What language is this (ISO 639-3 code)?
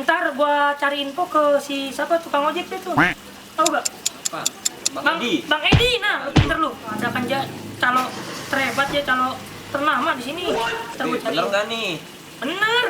bew